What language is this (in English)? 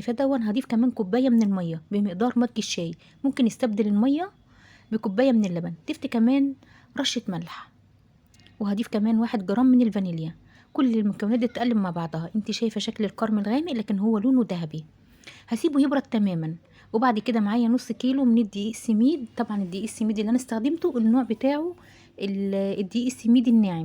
Egyptian Arabic